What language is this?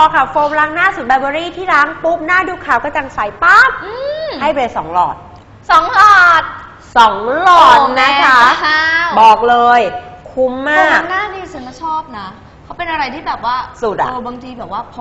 Thai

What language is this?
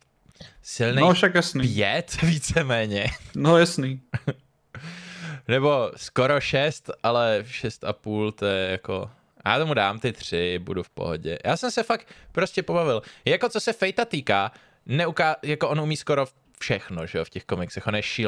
Czech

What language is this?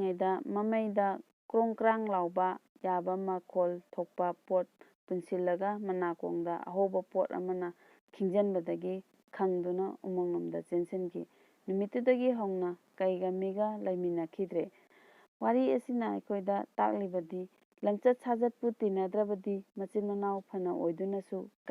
Manipuri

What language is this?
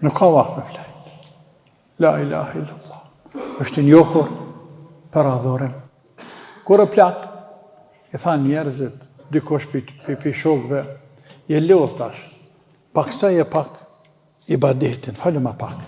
Albanian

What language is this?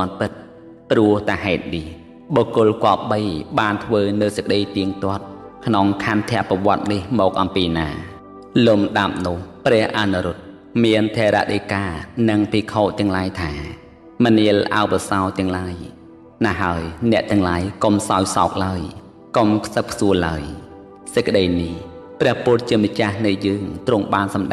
Khmer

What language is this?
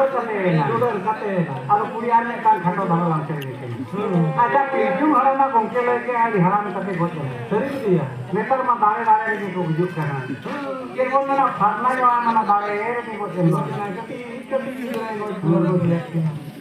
Santali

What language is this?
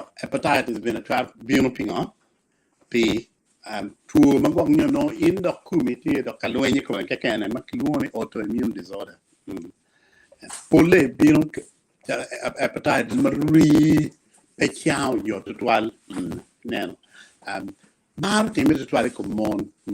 Acoli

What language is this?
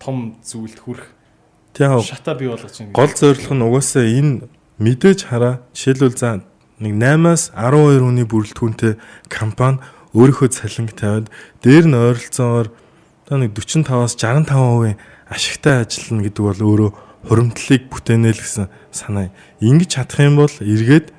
Mongolian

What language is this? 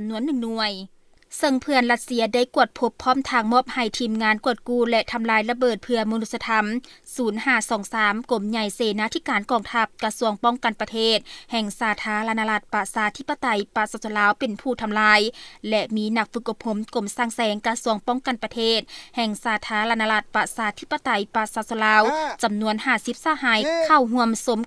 Lao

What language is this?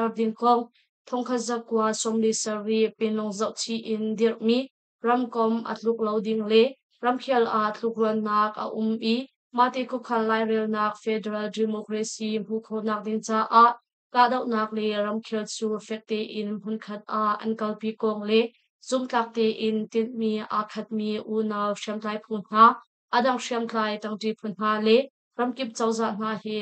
Hakha Chin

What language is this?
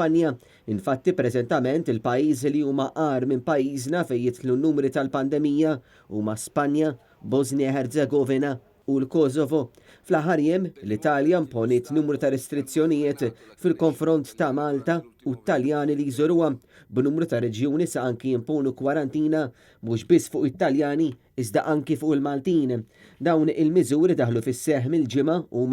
Maltese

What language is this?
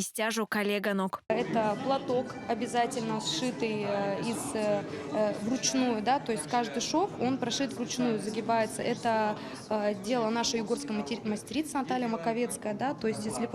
Erzya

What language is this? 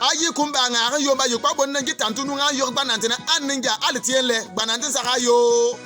Bimoba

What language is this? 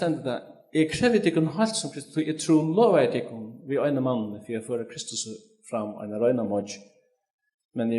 Faroese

